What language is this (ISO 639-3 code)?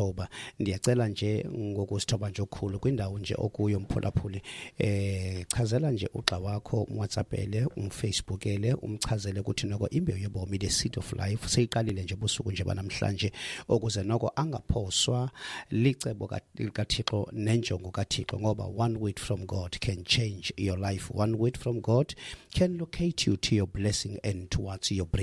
xho